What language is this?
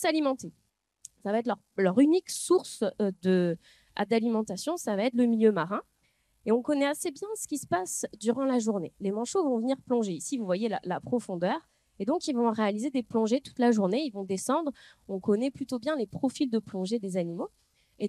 French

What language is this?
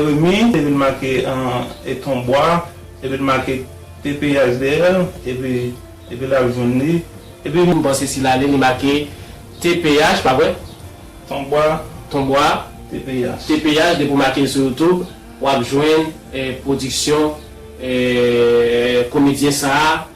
Haitian Creole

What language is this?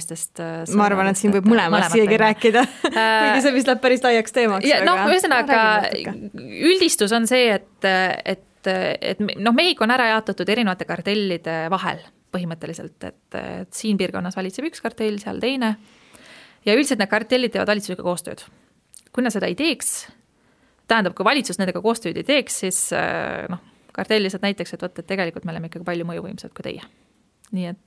Estonian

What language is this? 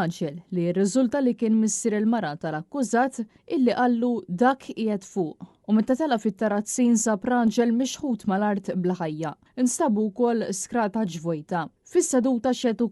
Maltese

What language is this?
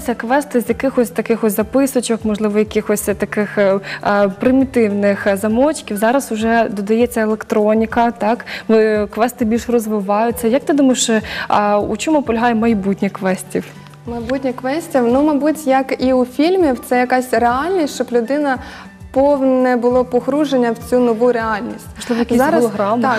Ukrainian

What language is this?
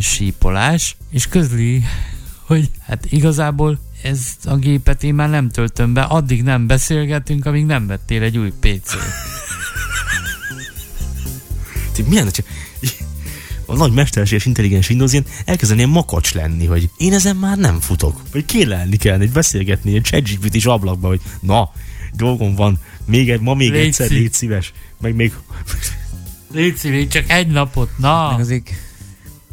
Hungarian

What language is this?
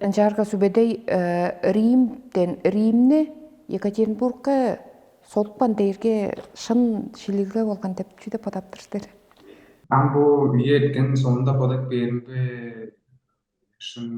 Tuvinian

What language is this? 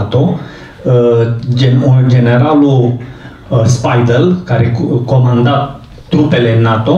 Romanian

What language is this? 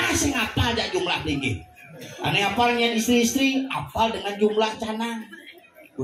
Balinese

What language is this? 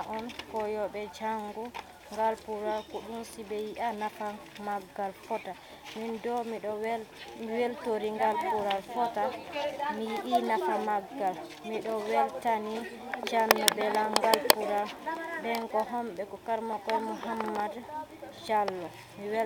Fula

